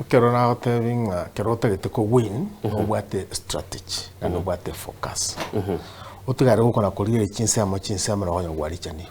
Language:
Gusii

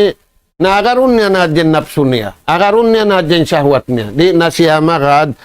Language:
Tausug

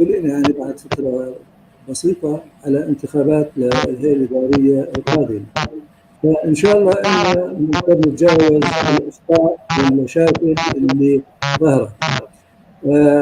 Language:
North Levantine Arabic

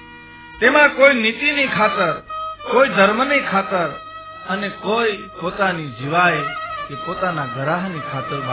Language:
Gujarati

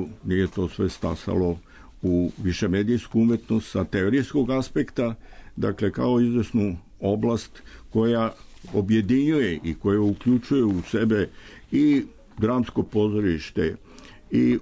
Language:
Serbian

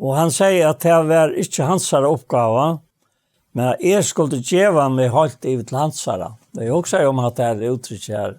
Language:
Faroese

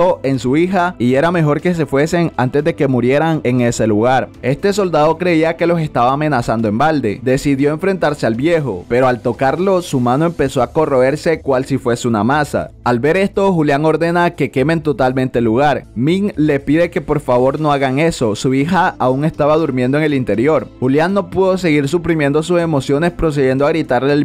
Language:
Spanish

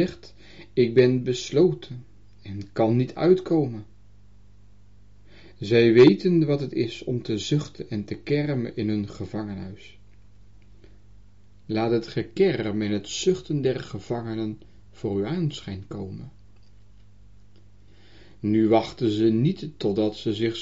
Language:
Dutch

